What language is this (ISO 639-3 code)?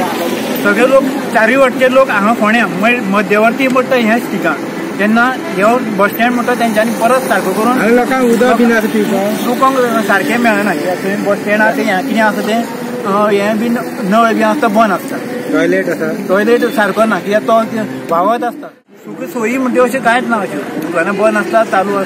kok